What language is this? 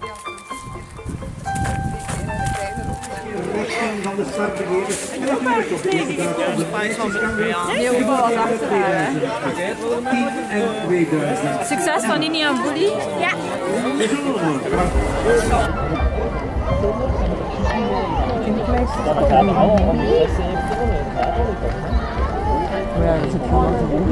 Dutch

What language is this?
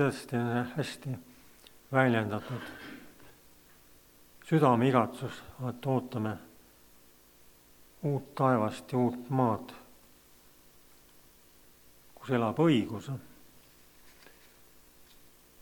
Estonian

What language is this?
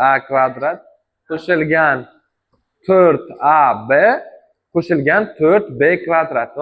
Uzbek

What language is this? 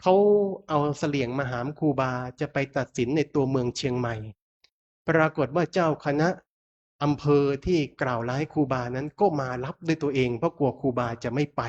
Pali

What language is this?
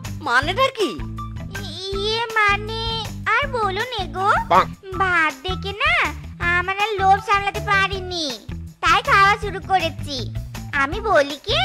Bangla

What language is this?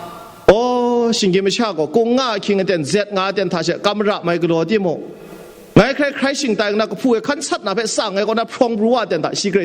Kachin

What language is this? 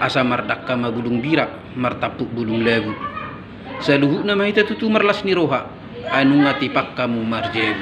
Batak Toba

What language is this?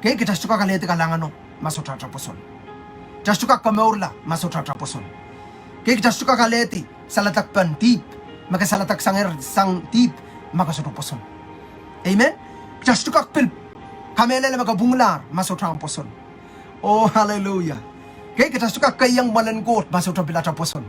Pohnpeian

